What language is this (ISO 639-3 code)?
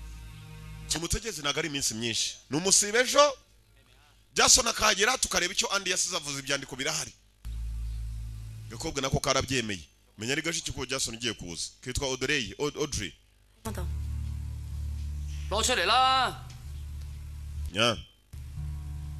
kin